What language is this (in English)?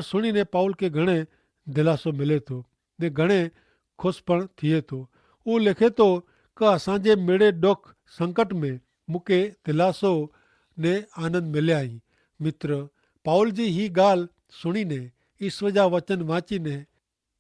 Kachhi